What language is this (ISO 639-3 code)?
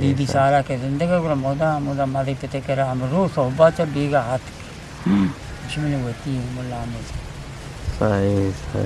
bgp